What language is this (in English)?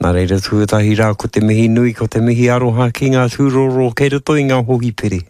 Māori